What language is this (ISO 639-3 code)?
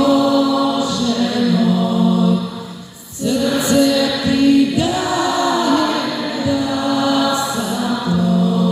hrv